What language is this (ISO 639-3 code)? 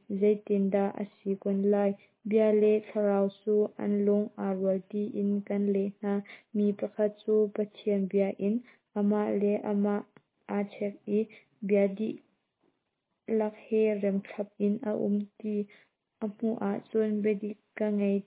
cnh